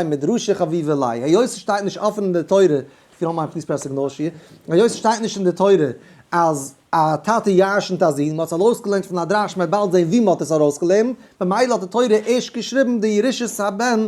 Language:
Yiddish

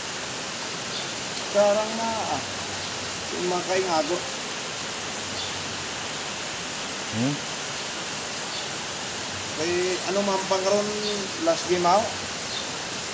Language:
Filipino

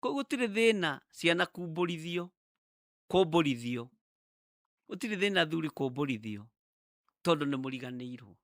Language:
Kikuyu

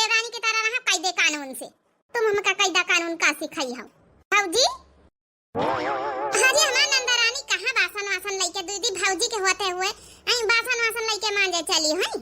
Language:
Awadhi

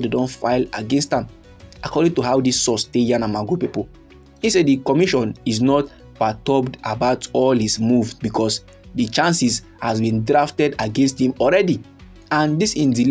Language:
Nigerian Pidgin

